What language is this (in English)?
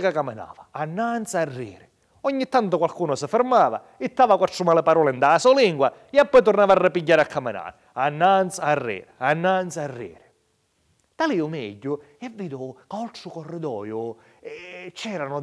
Sicilian